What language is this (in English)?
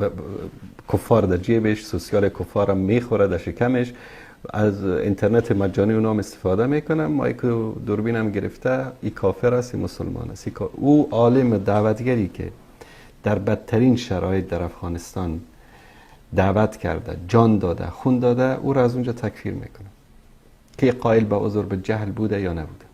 Persian